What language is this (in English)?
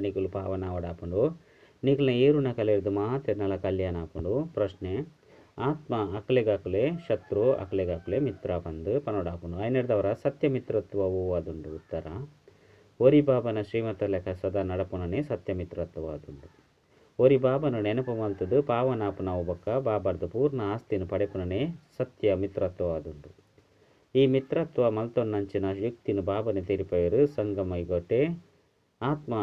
Tulu